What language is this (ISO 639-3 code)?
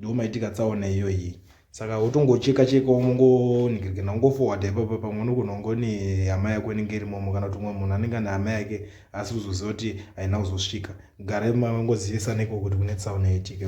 sna